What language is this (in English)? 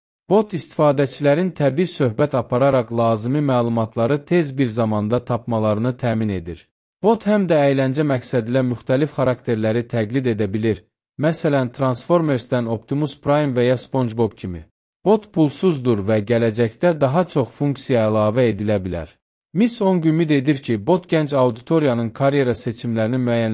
Azerbaijani